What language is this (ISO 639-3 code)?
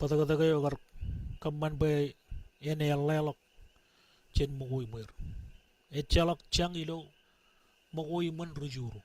mah